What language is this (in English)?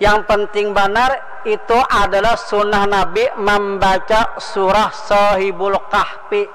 Banjar